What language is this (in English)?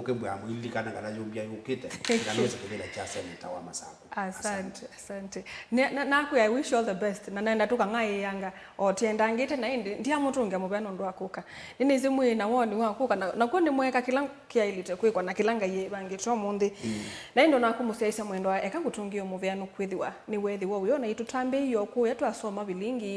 Kamba